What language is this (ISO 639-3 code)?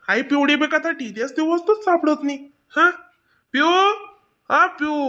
khn